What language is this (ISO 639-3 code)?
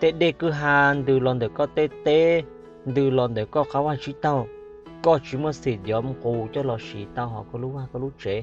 hmn